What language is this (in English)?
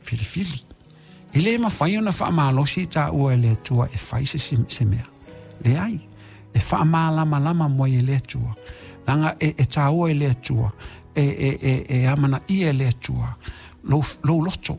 Samoan